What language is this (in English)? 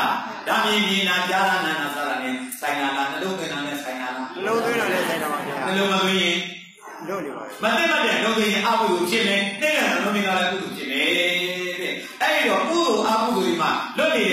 Burmese